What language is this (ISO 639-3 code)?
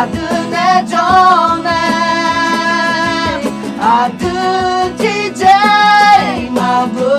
ahk